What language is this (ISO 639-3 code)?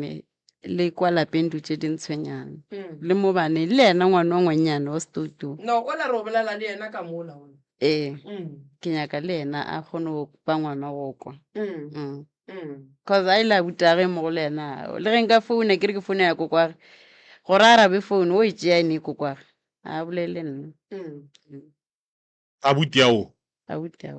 nso